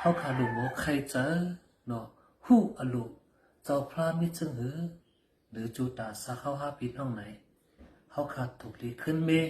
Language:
Shan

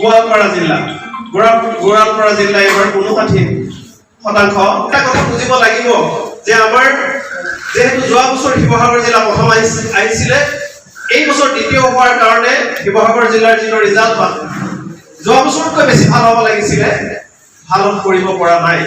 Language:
Assamese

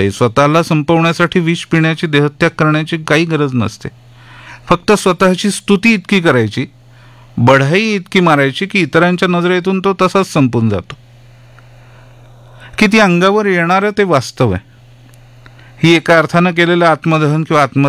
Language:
Marathi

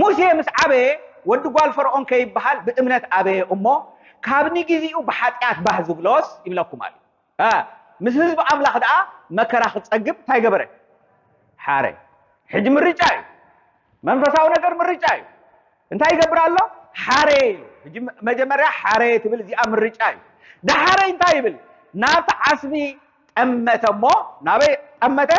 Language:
Tigrinya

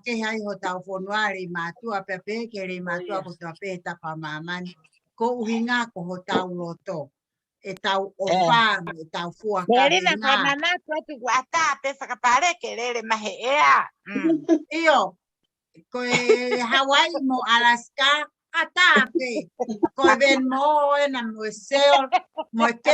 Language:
Tongan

